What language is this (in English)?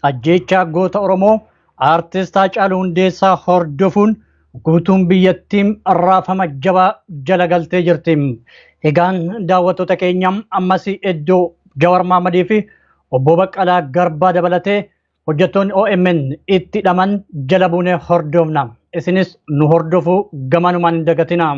Oromo